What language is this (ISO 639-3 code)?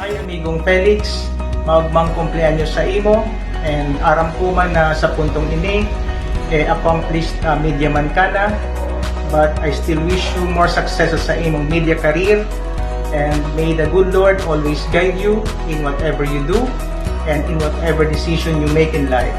bik